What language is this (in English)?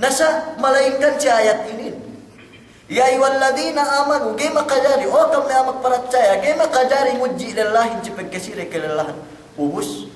Yakan